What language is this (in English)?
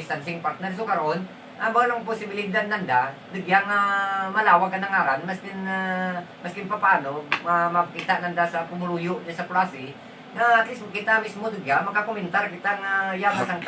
Hiligaynon